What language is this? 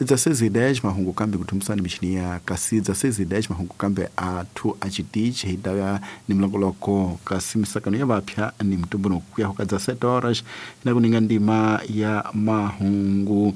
Tsonga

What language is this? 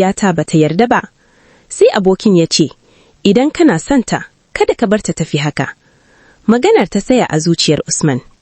Hausa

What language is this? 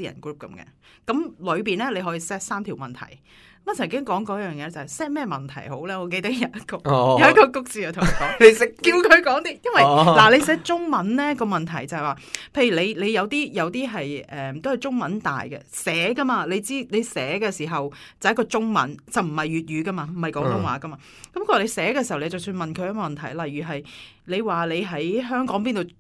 Cantonese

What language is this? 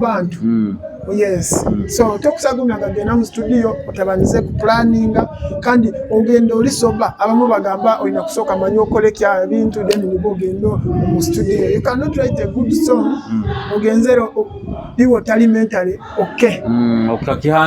Nyoro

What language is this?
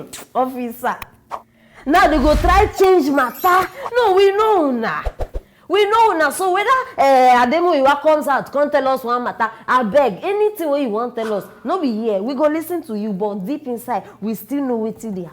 Nigerian Pidgin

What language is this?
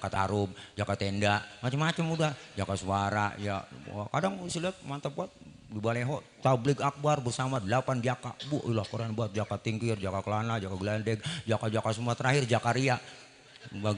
Betawi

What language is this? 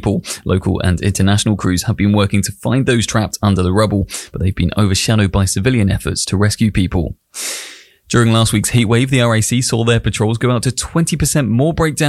English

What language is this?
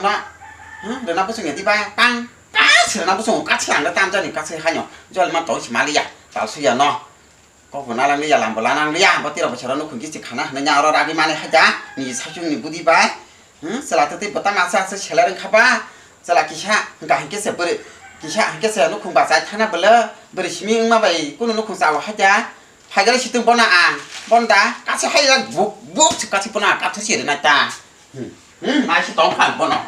Kok Borok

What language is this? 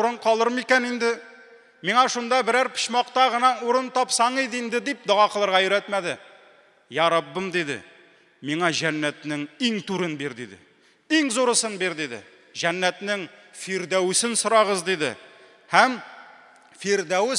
Tatar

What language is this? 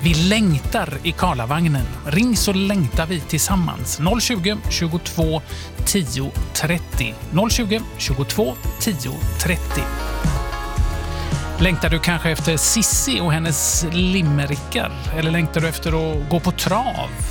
Swedish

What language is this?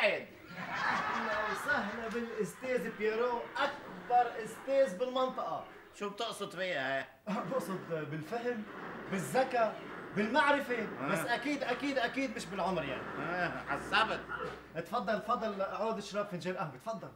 North Levantine Arabic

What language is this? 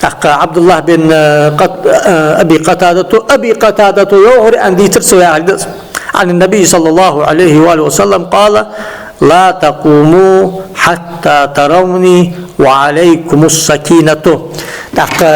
Ingush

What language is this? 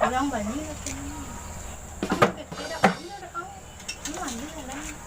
Minangkabau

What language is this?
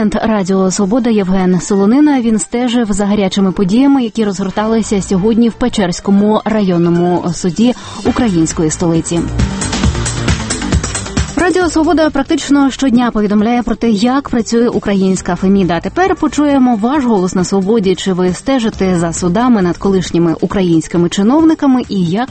Ukrainian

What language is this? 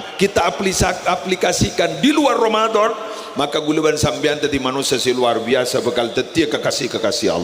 Madurese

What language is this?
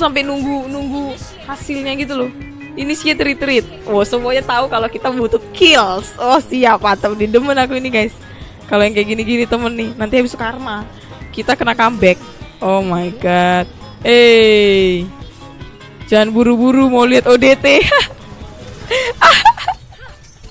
Indonesian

